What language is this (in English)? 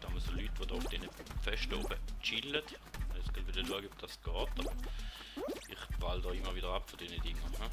Swiss German